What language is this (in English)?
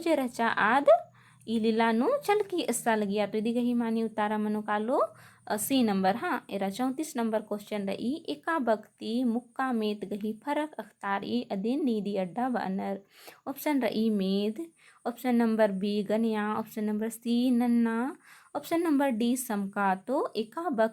Kurukh